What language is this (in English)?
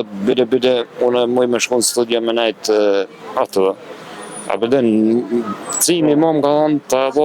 Albanian